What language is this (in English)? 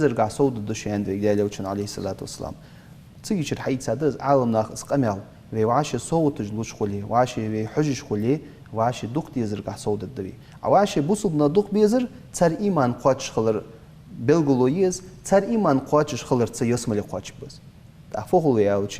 Ingush